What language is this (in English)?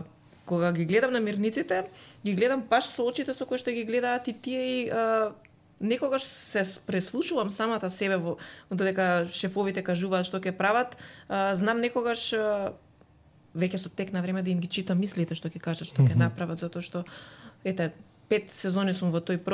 Macedonian